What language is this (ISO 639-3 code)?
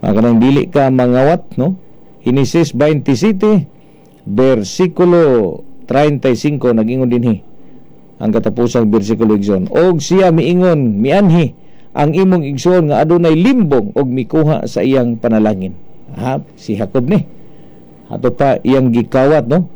ceb